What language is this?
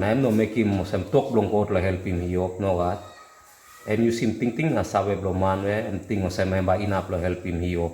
Tok Pisin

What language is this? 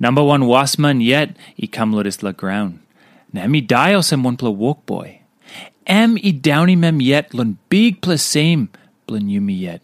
Tok Pisin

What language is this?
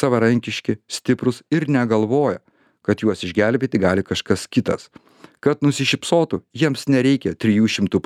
Lithuanian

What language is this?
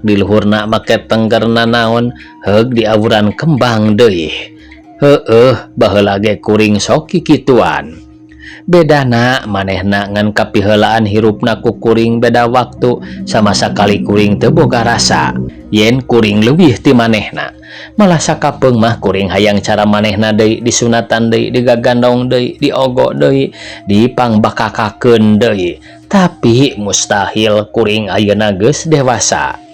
Sundanese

